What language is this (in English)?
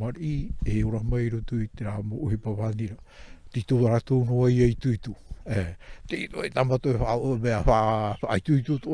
Tahitian